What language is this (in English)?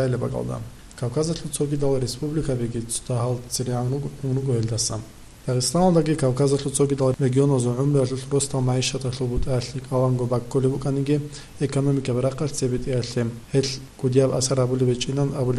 Avaric